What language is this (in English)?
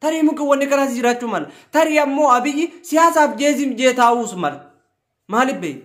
Oromo